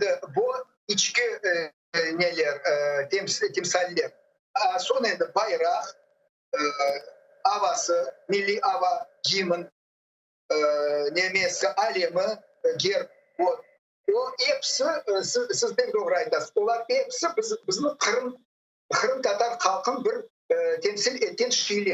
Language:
Crimean Tatar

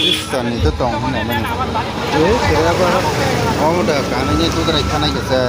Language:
Kok Borok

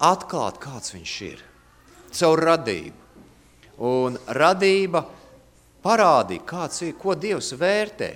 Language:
Latvian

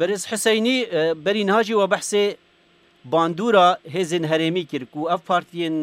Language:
Kurdish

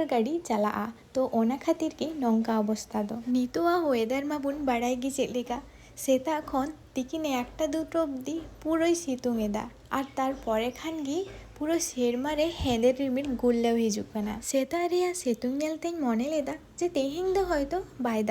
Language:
Santali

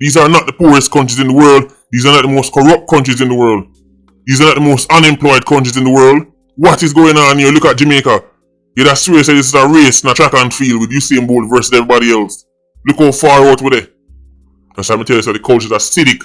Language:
Jamaican Creole English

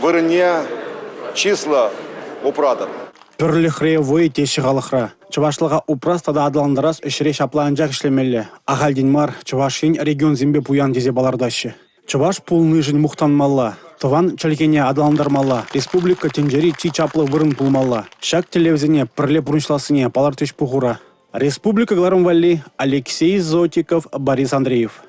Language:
Chuvash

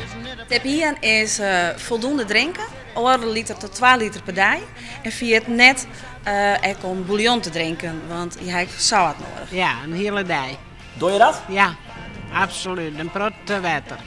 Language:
Western Frisian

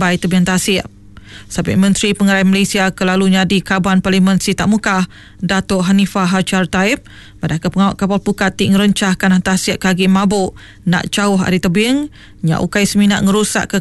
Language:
Iban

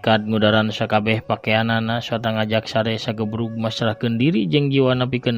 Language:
Sundanese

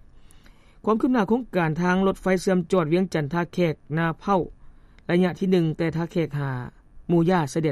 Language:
Lao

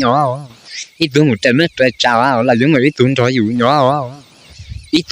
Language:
Hmong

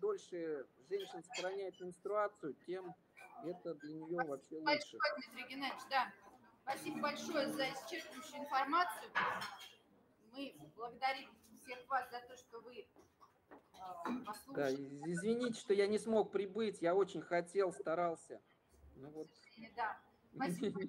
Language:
Russian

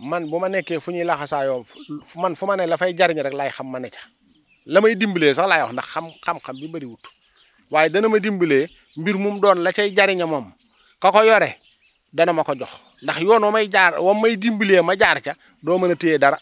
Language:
Wolof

